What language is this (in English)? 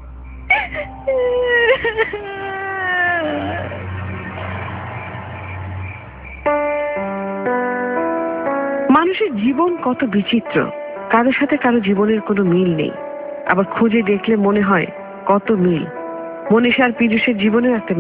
Bangla